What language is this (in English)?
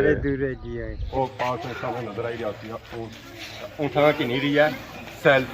Pahari-Potwari